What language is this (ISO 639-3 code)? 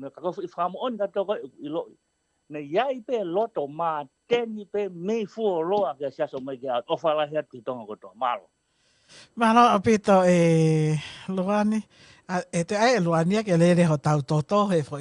ton